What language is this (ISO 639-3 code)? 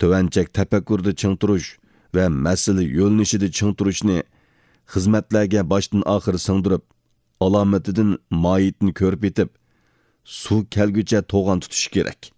uig